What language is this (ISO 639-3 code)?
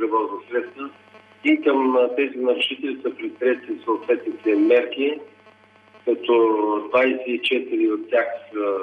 bul